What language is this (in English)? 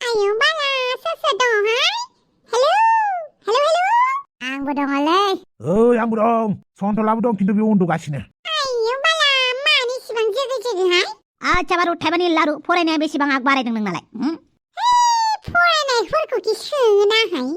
Bodo